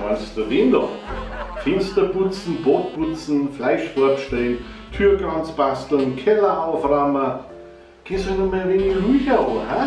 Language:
Bavarian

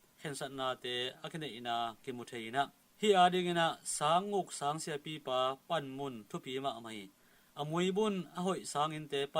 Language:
Tedim Chin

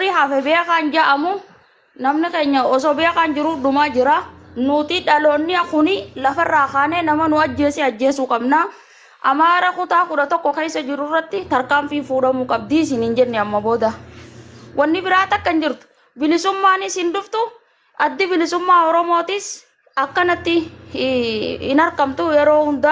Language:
Oromo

